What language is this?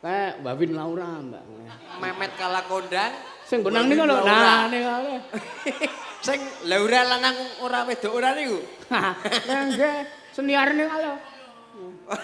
Javanese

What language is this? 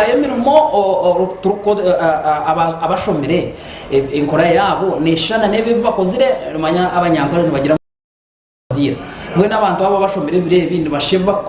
Nyankole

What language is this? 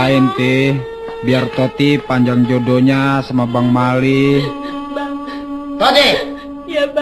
Betawi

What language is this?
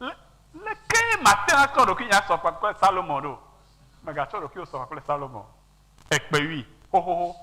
Ewe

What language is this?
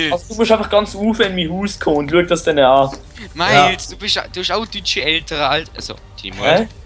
Swiss German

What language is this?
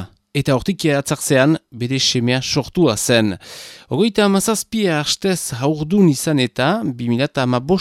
Basque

